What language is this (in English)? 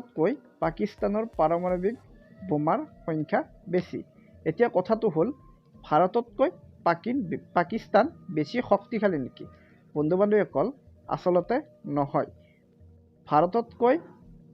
Assamese